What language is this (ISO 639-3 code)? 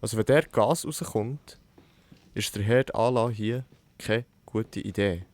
gsw